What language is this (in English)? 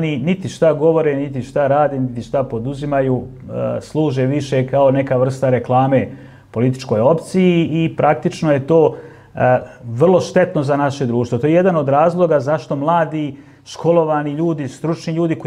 Bosnian